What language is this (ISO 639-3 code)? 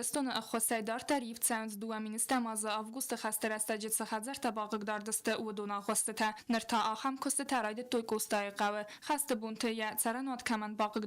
oss